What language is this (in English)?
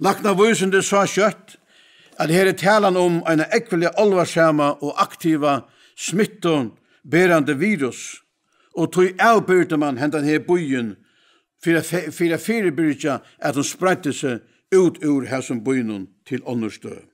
Faroese